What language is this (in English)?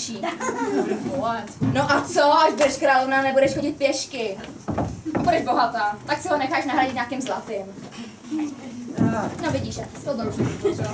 Czech